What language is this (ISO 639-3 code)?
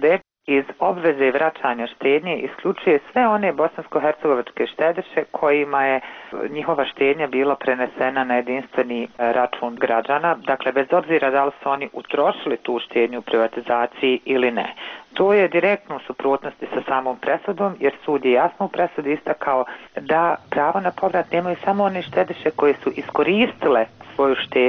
srp